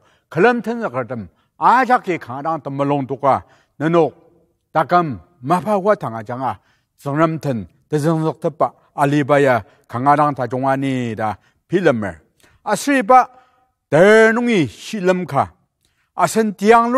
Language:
Ao Naga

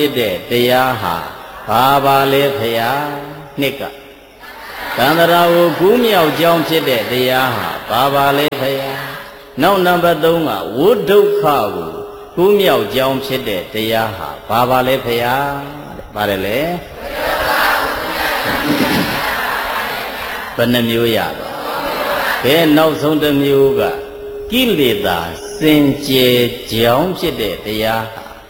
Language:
Burmese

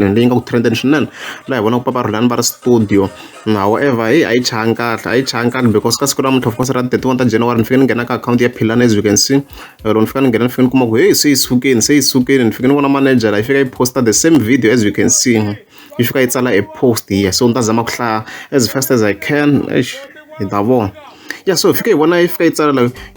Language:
Tsonga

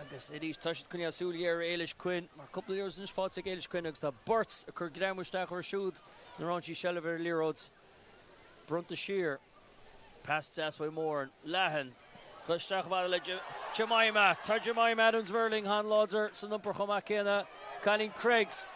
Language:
Irish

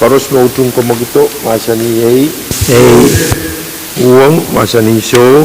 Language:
Pohnpeian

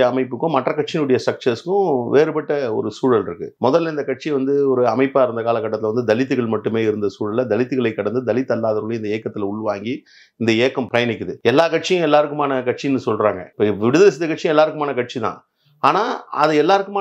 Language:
Tamil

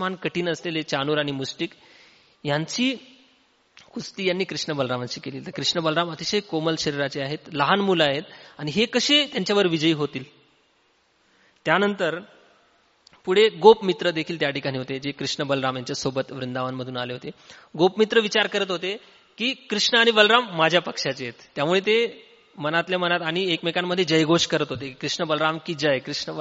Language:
Marathi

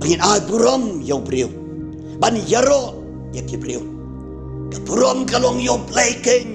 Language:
Khasi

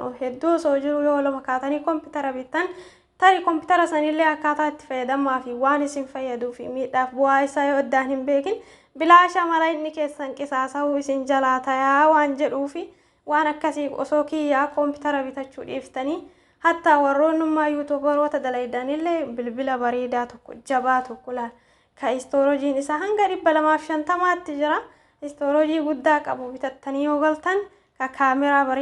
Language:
Oromo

